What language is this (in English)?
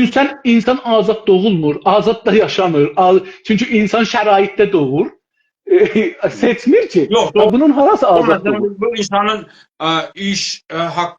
South Azerbaijani